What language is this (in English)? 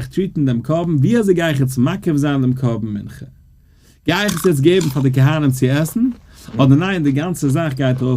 Yiddish